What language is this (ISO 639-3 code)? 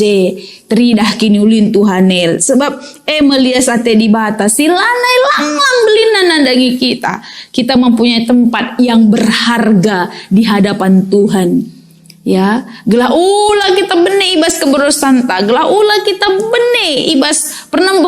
btx